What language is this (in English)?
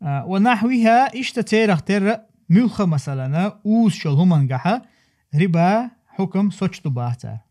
Chechen